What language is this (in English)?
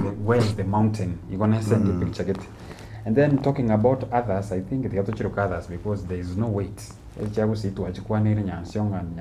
Gusii